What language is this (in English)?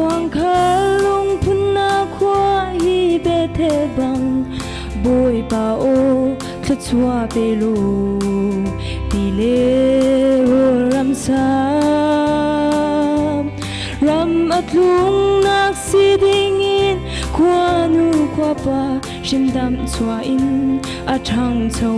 Hakha Chin